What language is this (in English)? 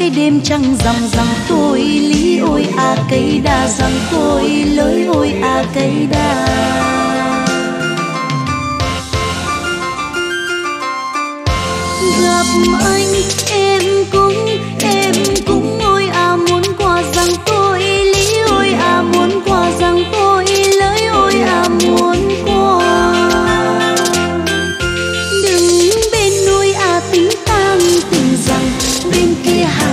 Vietnamese